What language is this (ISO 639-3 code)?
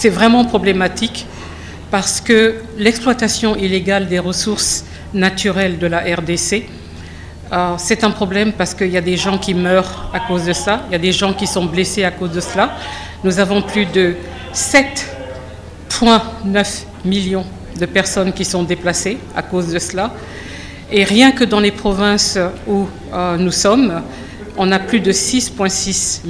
fra